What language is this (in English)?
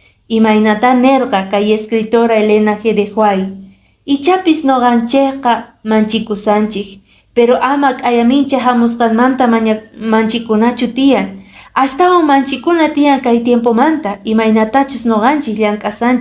Quechua